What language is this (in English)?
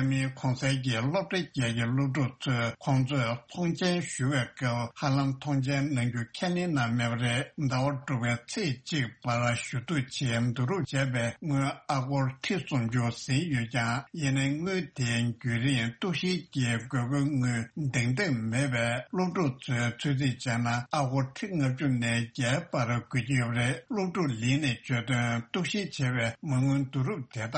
Tibetan